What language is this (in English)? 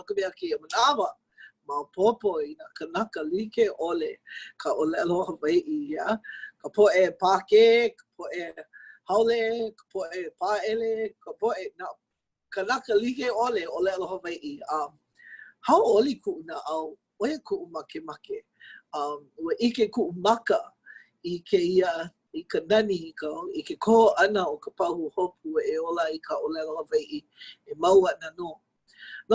Hawaiian